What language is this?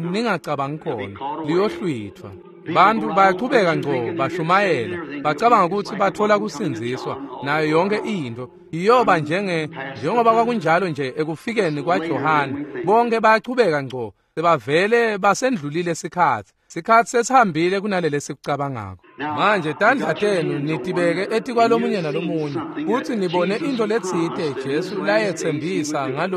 Swati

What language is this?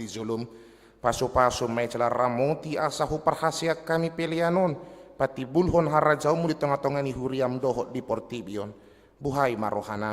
Batak Toba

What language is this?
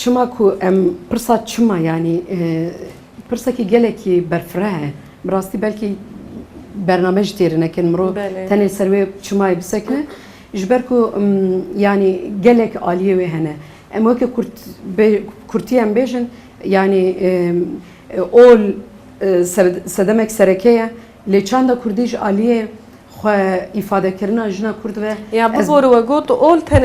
Kurdish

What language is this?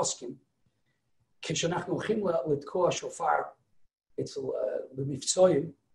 Hebrew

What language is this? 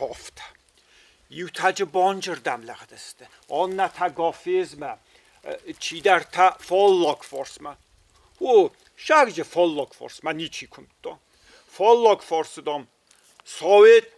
Ossetic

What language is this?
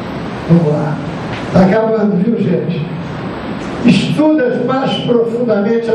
Portuguese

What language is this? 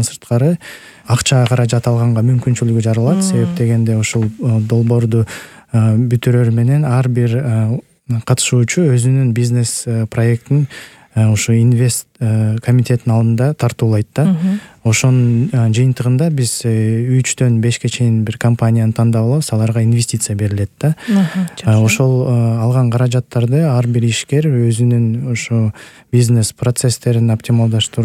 Kyrgyz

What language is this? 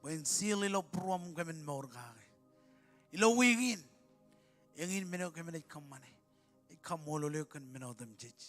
Marshallese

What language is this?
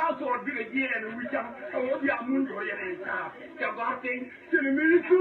Nuer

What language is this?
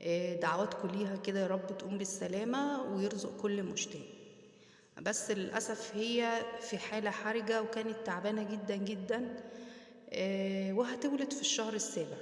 Egyptian Arabic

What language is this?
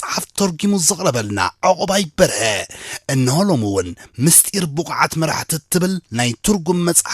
Tigrinya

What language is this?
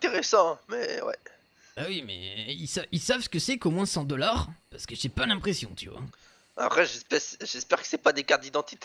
French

